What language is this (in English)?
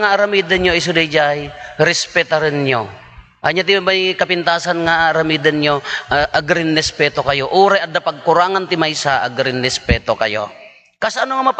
Iloko